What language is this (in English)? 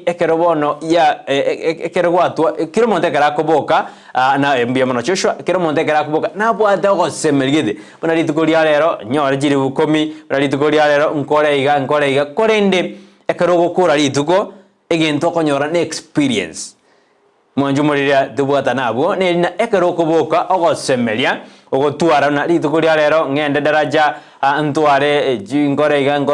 Gusii